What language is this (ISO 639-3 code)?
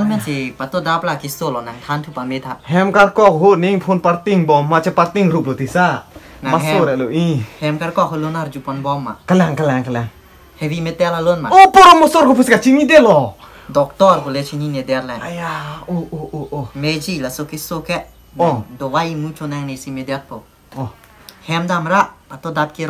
mjw